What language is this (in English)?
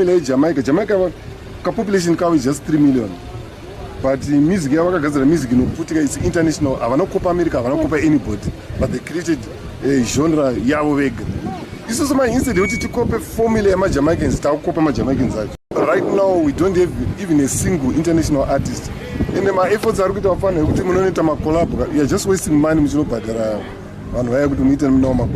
Shona